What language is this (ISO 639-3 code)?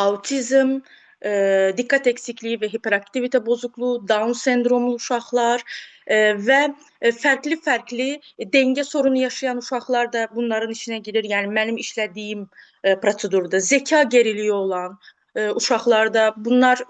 aze